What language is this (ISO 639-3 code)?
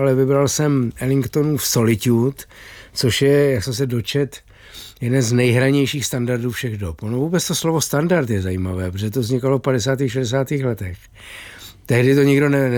ces